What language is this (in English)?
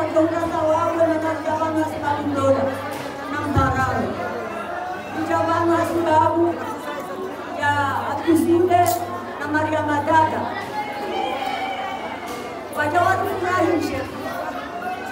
Swahili